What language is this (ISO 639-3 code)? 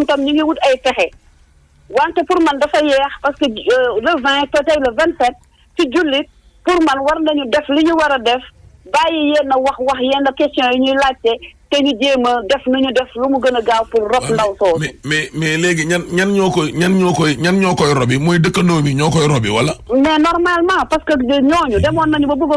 wol